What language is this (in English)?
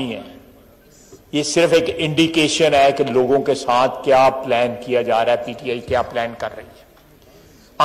Urdu